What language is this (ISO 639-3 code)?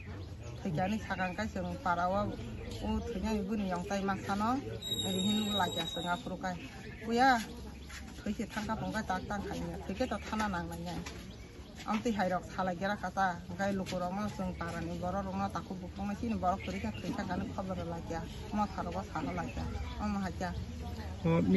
trp